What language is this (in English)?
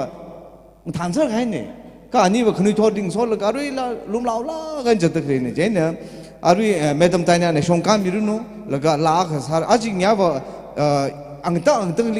Tangkhul Naga (India)